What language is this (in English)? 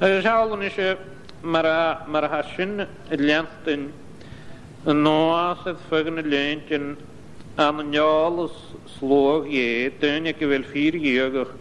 Scottish Gaelic